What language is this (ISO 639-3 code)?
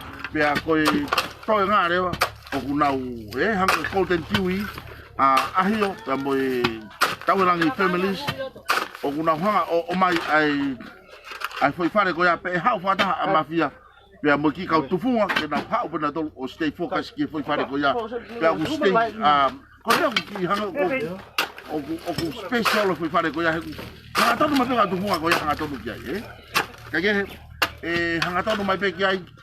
ton